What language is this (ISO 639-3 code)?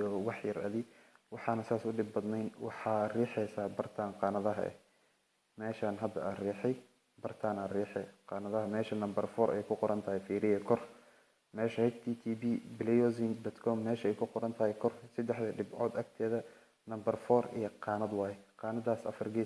som